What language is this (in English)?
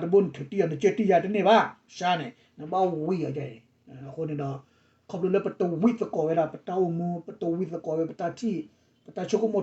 S'gaw Karen